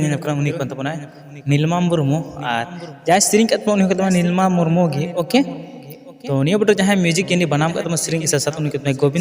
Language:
Santali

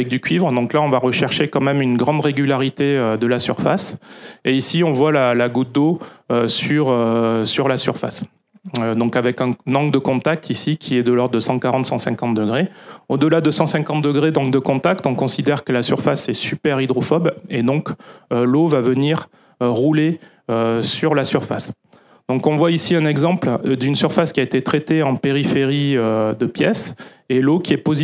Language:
French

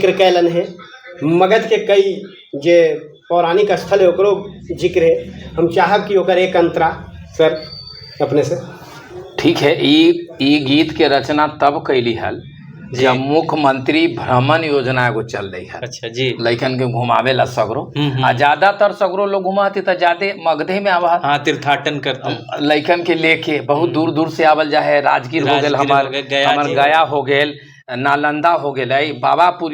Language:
Magahi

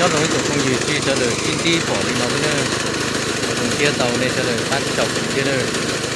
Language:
Hmong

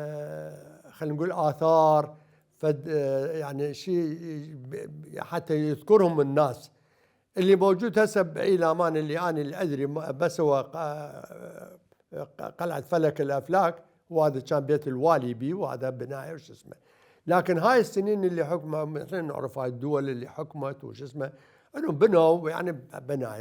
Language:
Mesopotamian Arabic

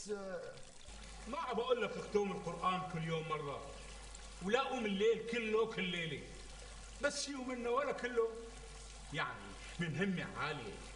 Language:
North Levantine Arabic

